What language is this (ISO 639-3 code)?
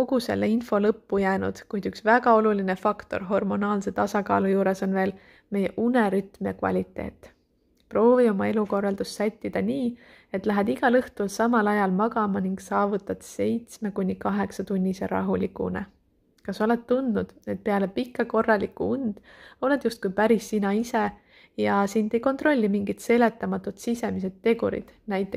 est